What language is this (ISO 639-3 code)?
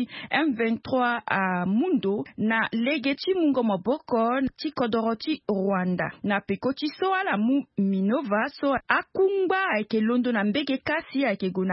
sag